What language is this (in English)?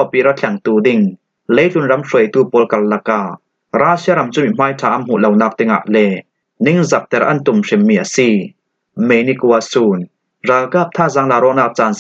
Falam Chin